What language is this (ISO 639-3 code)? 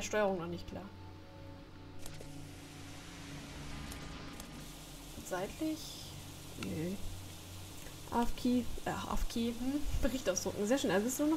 deu